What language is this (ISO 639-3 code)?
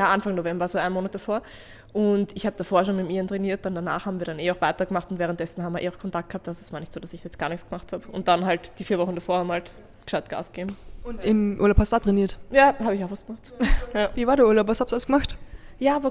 deu